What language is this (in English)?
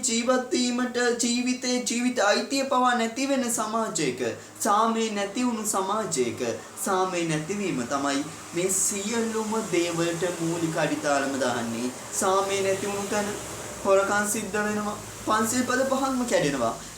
Sinhala